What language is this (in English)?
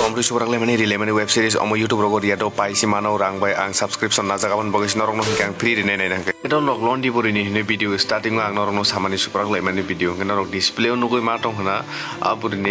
Kok Borok